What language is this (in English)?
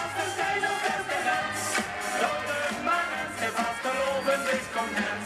Limburgish